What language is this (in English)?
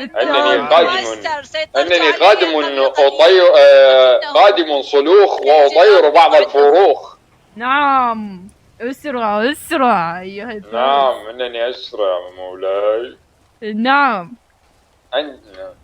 Mesopotamian Arabic